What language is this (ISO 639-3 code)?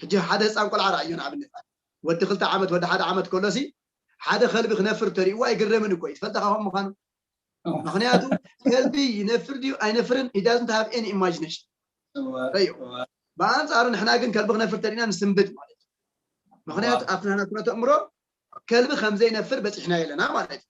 tir